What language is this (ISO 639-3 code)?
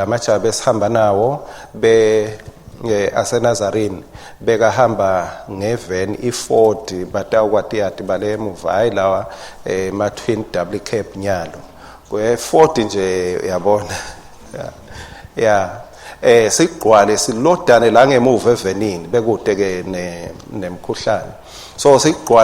ssw